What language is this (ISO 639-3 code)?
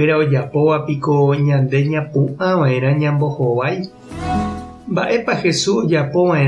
grn